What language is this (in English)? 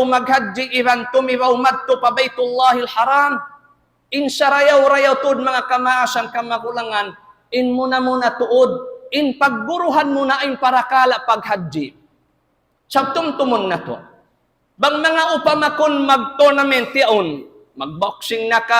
Tausug